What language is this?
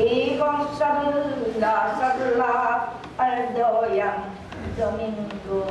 Pampanga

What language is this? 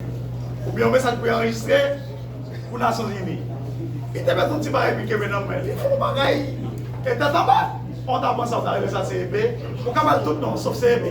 Haitian Creole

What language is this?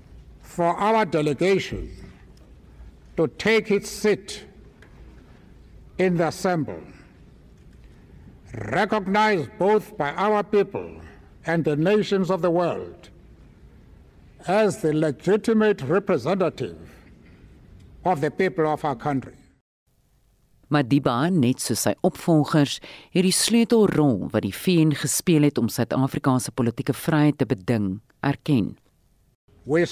Afrikaans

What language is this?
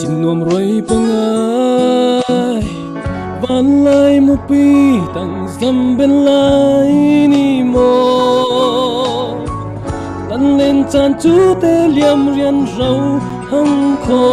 Falam Chin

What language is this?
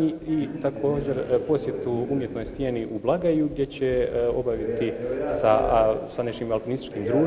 Bosnian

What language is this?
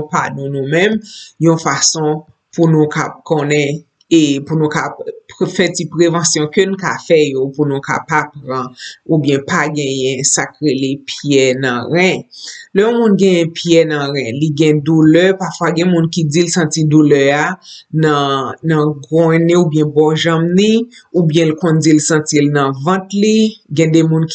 Haitian Creole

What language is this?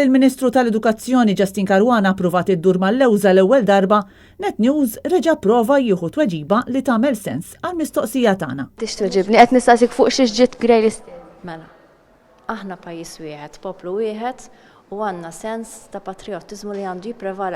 Maltese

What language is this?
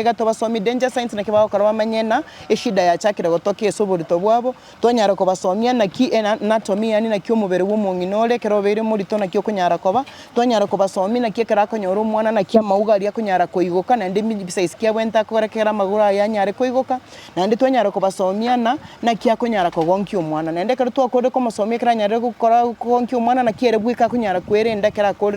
Gusii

